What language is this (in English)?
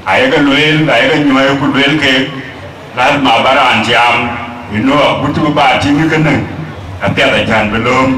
Dinka